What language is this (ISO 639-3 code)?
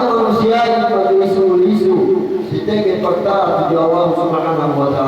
yka